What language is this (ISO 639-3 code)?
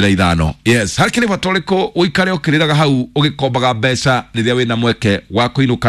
kik